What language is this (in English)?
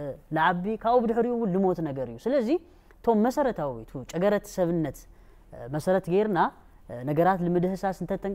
Tigrinya